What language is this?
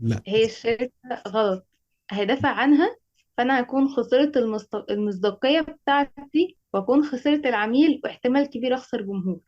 Egyptian Arabic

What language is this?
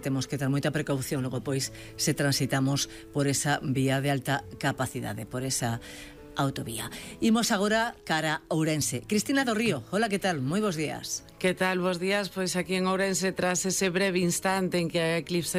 Galician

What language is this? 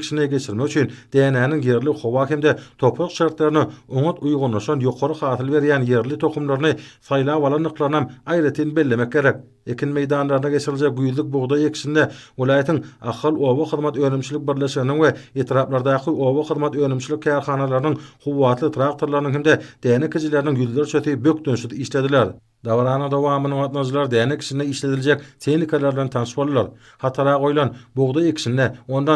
Turkmen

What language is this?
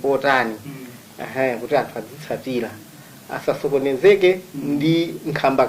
Nyanja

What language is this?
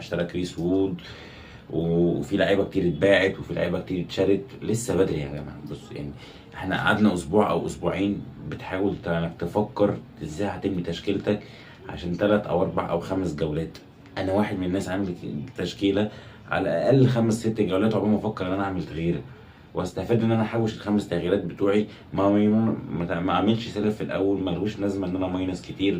Egyptian Arabic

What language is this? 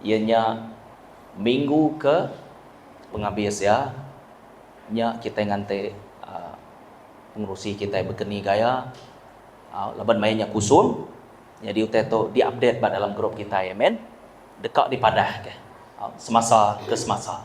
Iban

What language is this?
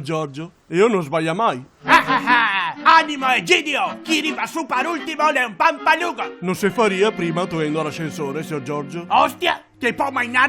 Venetian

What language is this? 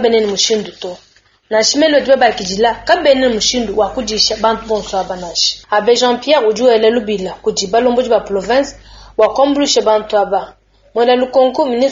Luba-Lulua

